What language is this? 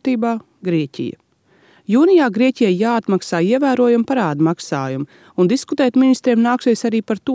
Latvian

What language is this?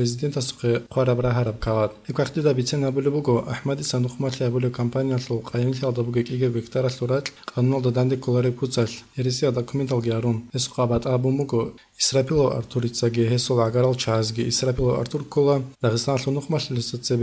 Avaric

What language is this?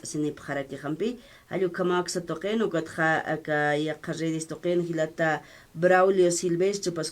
Aymara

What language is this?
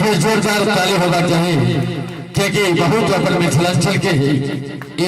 Maithili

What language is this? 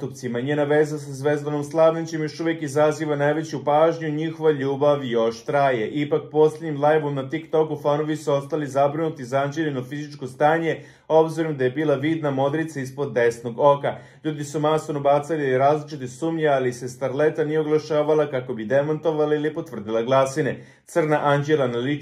Serbian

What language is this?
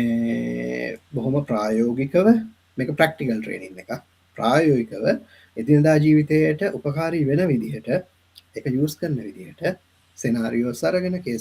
Sinhala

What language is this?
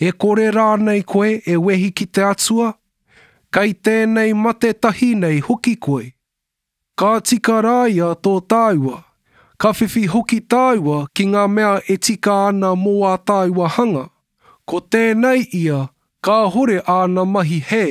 Māori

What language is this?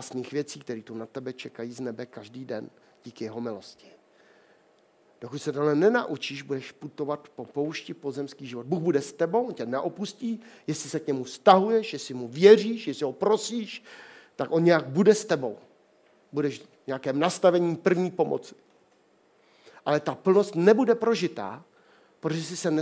Czech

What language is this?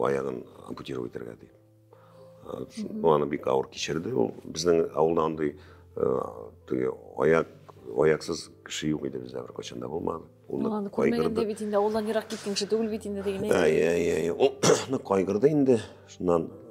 Tatar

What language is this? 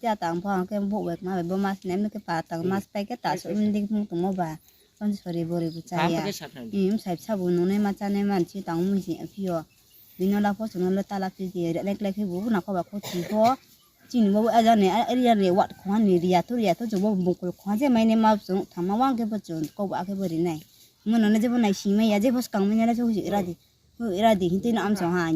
Riang (India)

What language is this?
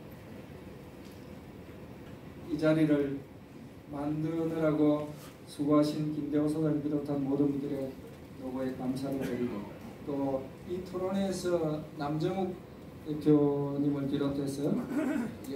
Korean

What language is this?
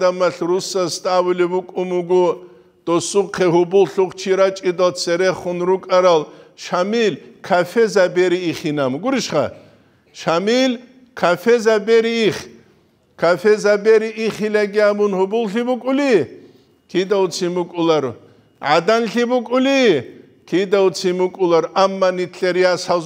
Avaric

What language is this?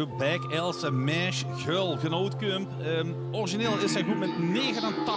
Limburgish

